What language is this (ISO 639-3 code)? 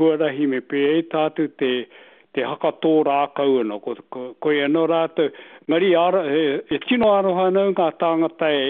mri